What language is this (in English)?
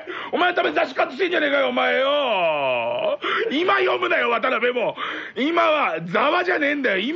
Japanese